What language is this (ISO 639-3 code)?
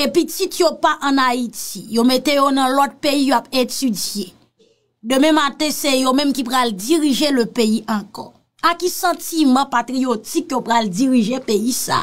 hat